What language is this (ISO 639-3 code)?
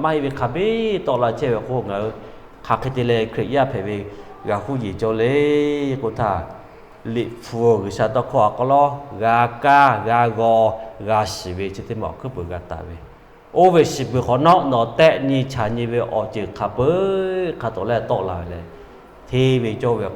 lhu